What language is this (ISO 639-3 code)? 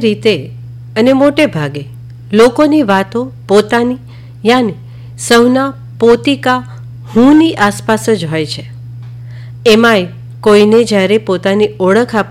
guj